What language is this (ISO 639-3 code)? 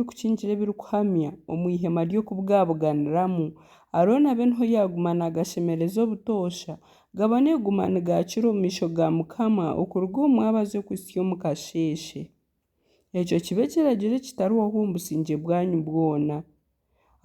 nyn